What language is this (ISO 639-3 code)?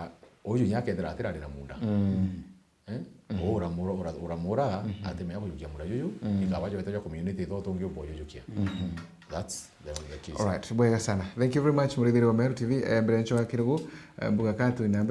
mer